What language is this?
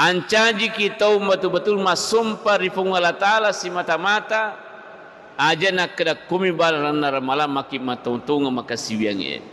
Buginese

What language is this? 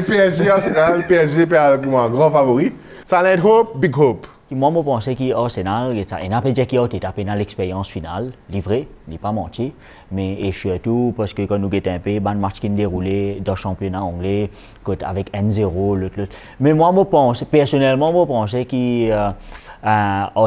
Morisyen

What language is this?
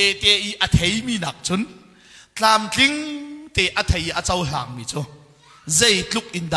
Hakha Chin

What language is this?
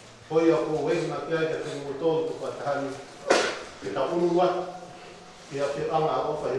Tongan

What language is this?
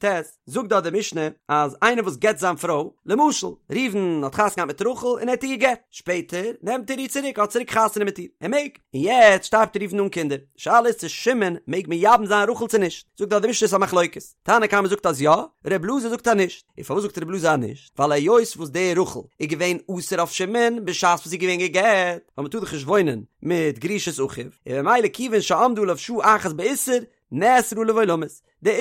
Yiddish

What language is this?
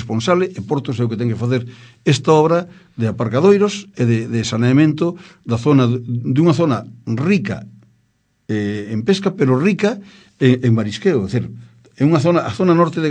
Galician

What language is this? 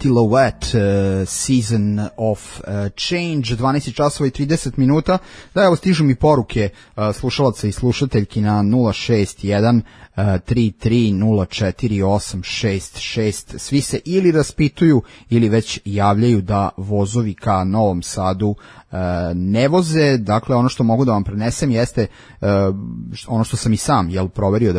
Serbian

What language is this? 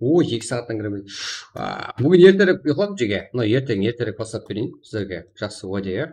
Kara-Kalpak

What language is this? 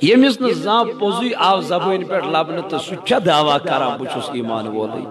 Kashmiri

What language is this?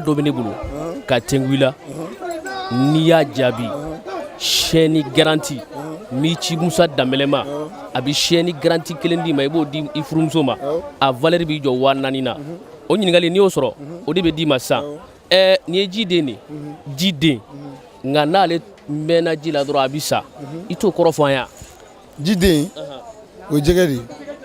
Bambara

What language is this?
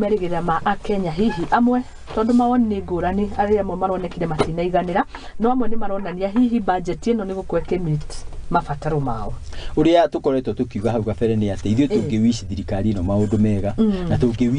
Kikuyu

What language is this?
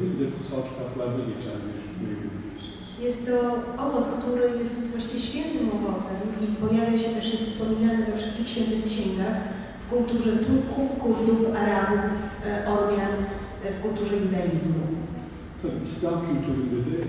Polish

